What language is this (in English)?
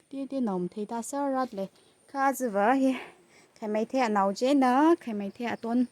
Tangkhul Naga (India)